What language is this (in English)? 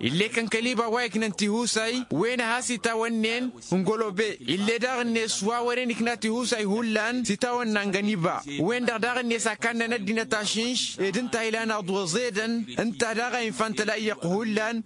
Tamasheq